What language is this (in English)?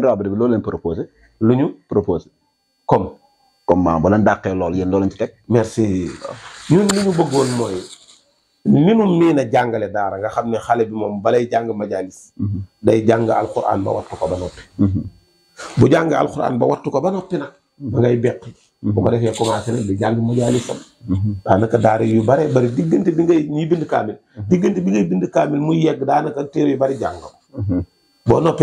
Wolof